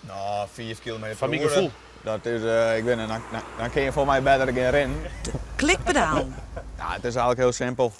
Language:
Western Frisian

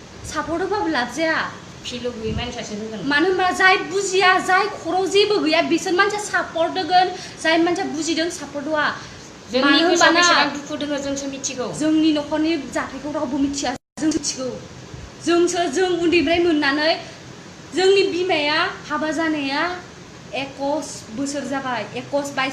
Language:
Bodo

